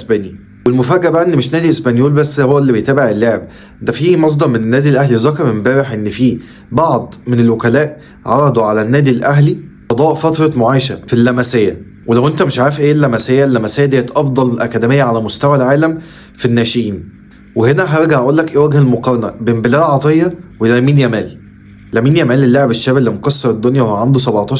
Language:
Egyptian Arabic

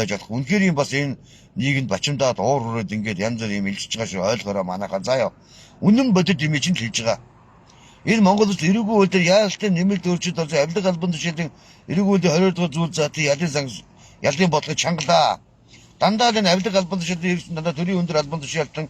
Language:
Mongolian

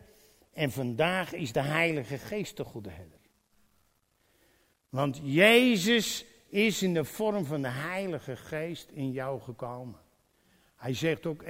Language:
Dutch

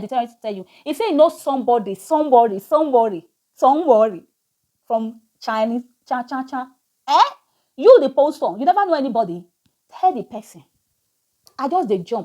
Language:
Nigerian Pidgin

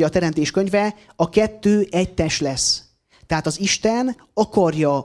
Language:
Hungarian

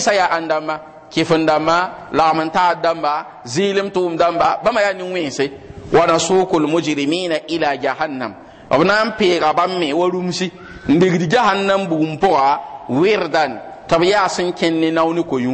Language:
Mossi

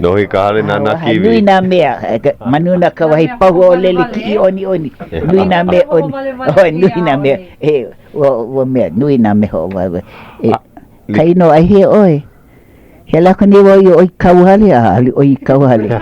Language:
Hawaiian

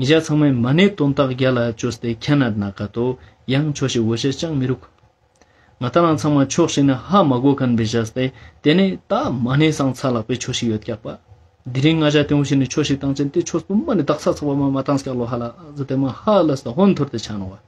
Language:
Ladakhi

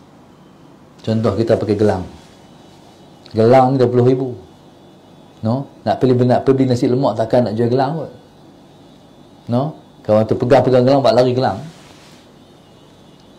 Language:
Malay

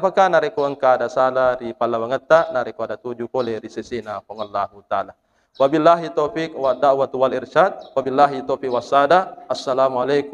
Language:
Buginese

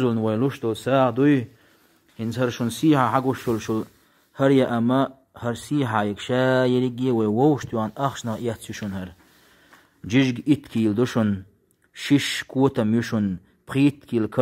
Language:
Chechen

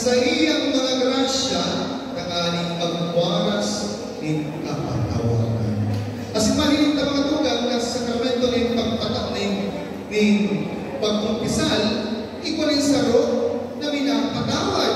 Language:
Bikol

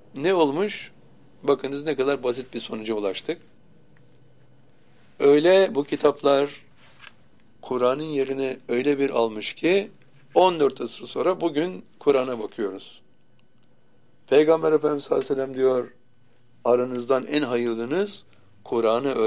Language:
Turkish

